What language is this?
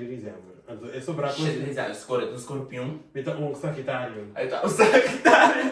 Papiamento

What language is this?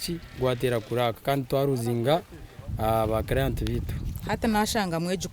Nyankole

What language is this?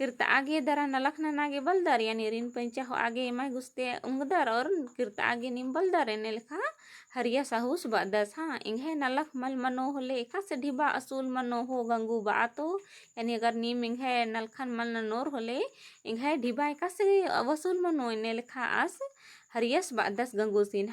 Kurukh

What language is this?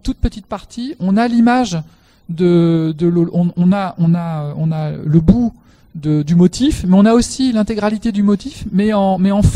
French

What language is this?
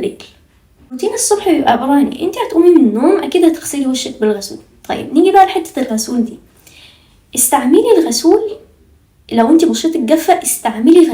Egyptian Arabic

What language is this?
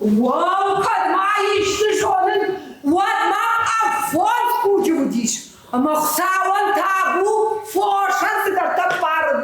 Ossetic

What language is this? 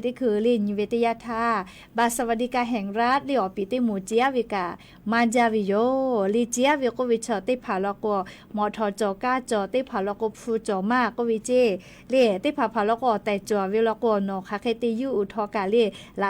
Lahu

